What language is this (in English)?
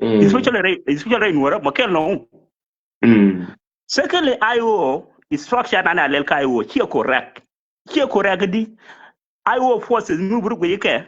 Nuer